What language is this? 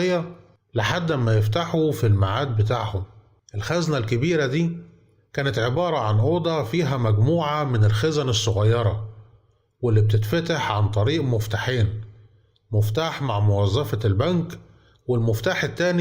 Egyptian Arabic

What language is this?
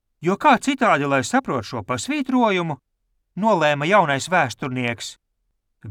Latvian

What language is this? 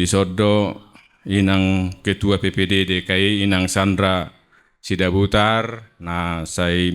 Batak Toba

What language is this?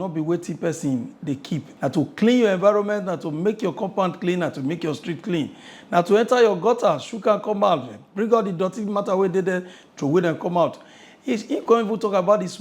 Nigerian Pidgin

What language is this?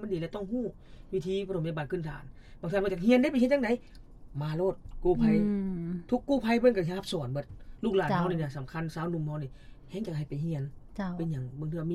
Lao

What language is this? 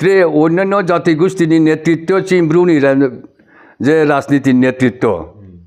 Riang (India)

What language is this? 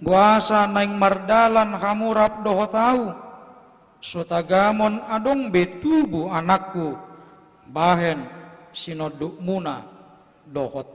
Batak Toba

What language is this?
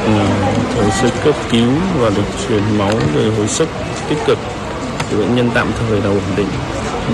Vietnamese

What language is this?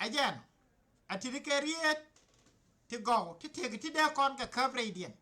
Nuer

